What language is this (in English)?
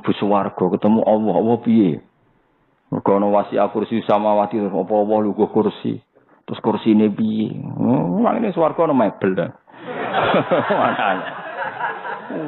Javanese